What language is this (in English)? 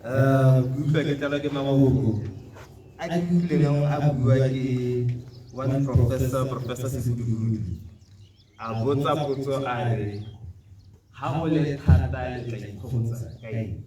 Tswana